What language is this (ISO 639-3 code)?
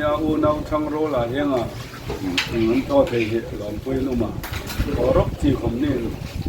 hmr